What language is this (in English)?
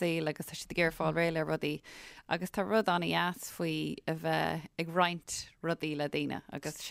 Irish